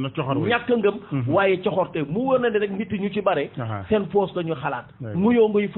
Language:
Wolof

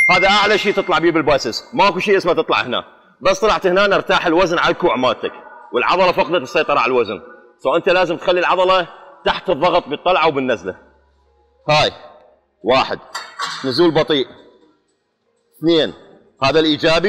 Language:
Mesopotamian Arabic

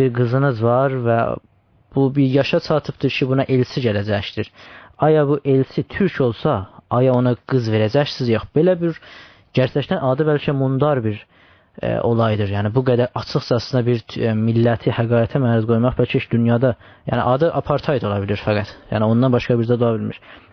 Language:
South Azerbaijani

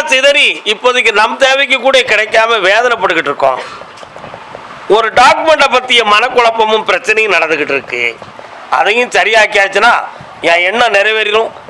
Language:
Tamil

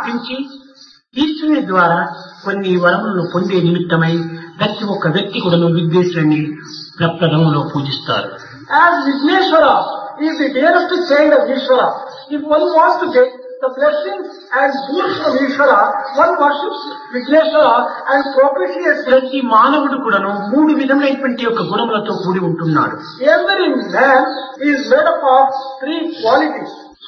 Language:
Telugu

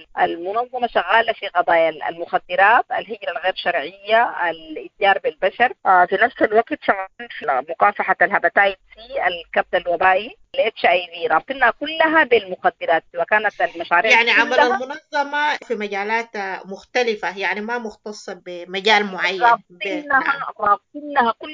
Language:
Sudanese Arabic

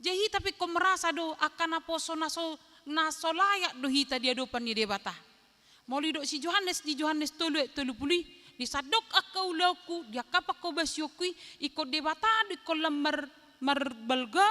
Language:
Batak Toba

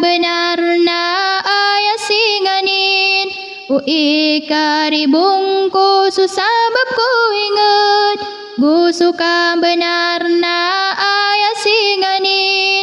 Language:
Maranao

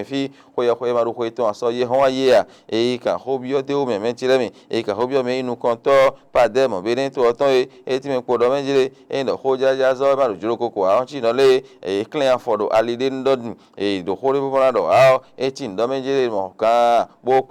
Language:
Fon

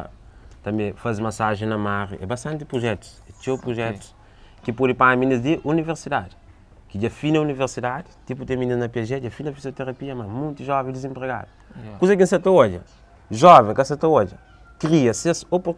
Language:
Kabuverdianu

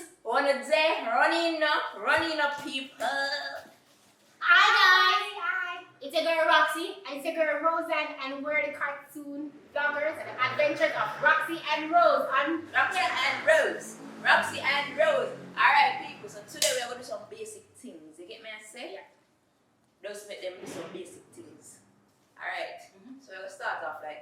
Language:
Jamaican Creole English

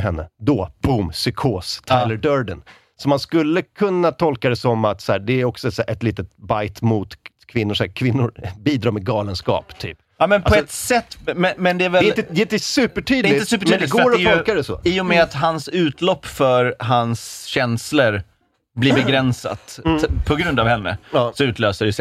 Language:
Swedish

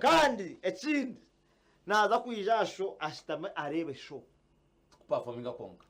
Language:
Nyankole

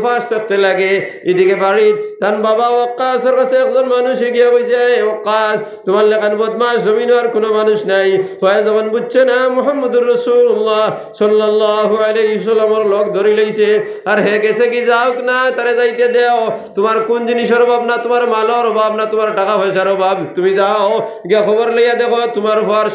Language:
Sylheti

